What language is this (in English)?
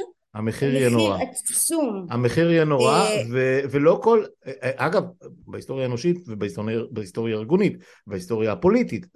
Hebrew